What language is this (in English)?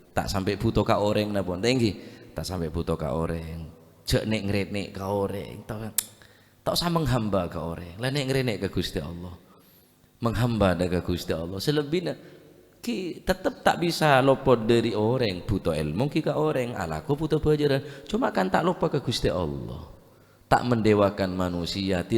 Madurese